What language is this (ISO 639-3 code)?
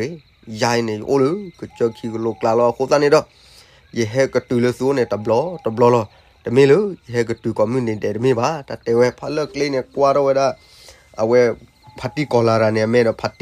ksw